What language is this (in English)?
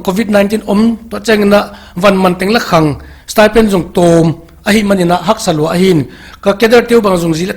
Paite Chin